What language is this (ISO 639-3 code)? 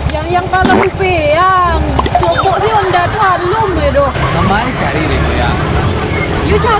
min